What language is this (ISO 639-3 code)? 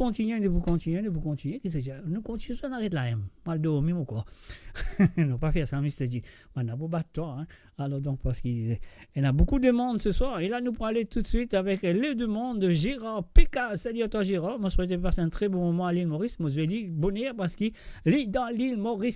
mfe